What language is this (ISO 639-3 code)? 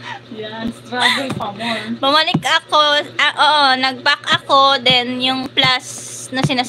fil